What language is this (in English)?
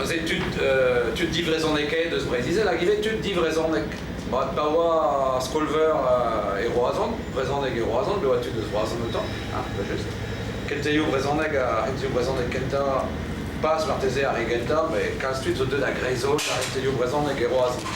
Breton